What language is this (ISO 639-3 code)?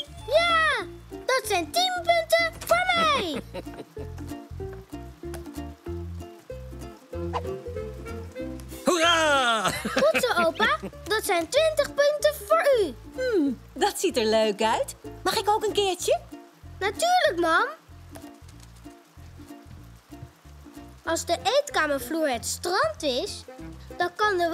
nld